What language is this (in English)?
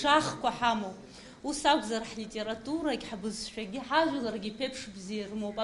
Abkhazian